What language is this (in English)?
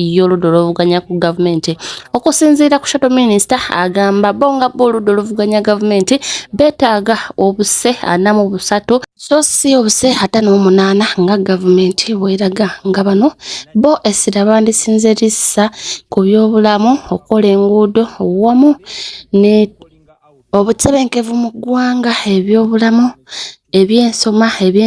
Ganda